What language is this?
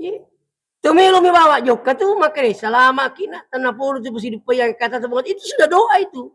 Buginese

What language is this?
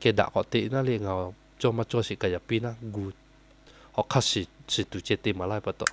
Lahu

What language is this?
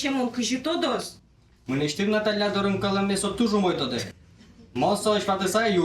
Udmurt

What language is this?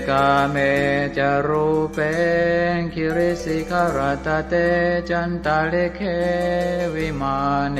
Pali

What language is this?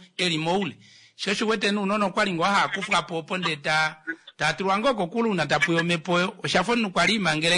Kuanyama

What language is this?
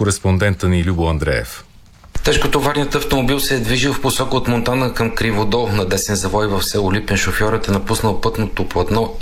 Bulgarian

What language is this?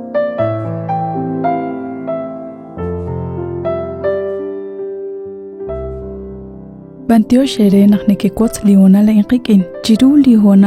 Kekchí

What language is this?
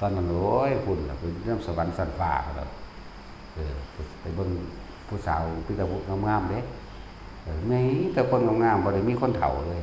Northeastern Thai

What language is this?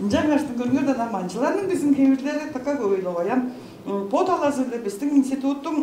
Tuvinian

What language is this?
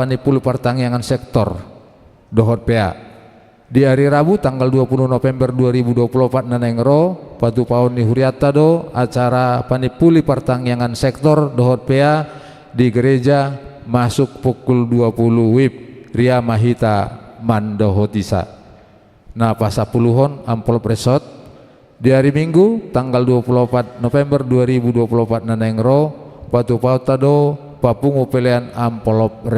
Batak Toba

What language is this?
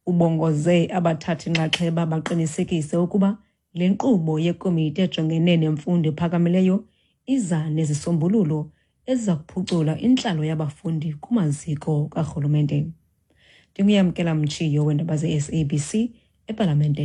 Xhosa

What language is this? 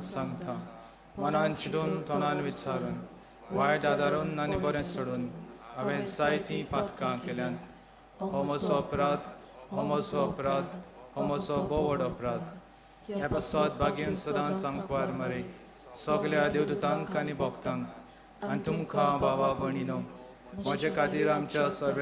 Konkani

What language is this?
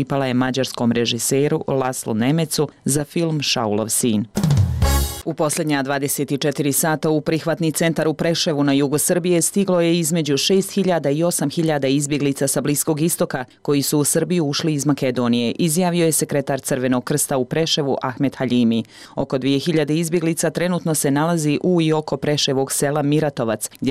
Bosnian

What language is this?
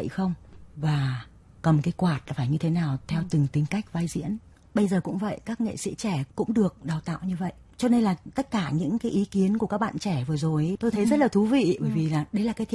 Vietnamese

